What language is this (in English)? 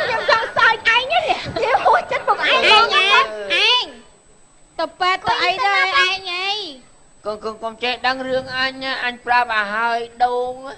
Khmer